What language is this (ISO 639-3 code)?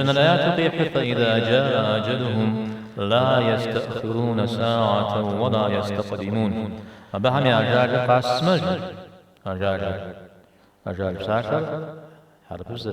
kbd